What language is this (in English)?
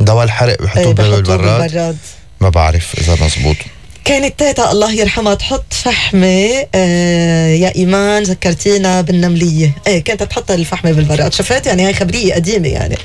North Levantine Arabic